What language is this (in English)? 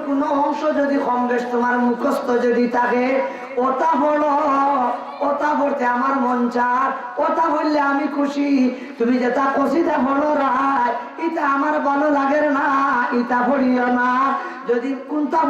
Sylheti